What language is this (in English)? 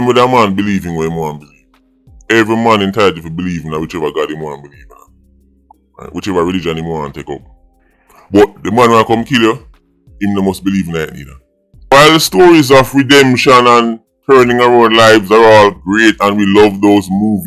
Jamaican Creole English